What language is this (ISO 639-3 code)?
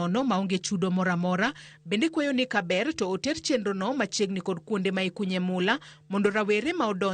luo